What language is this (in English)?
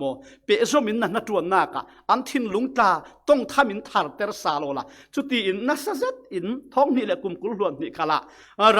Falam Chin